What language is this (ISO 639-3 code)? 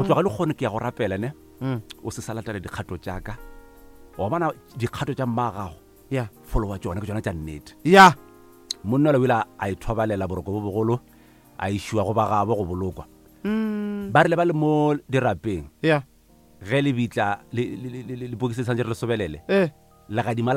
nso